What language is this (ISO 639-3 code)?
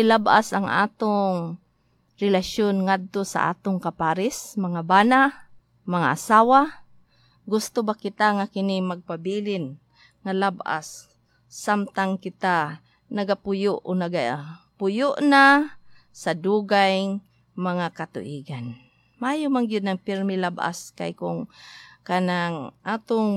ceb